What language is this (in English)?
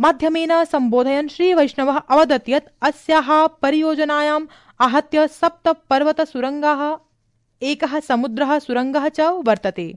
Sanskrit